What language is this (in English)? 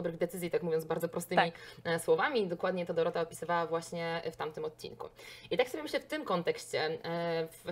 Polish